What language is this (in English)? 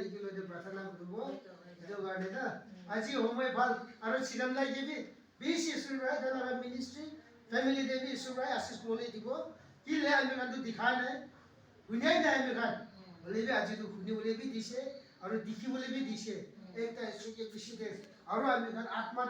Naga Pidgin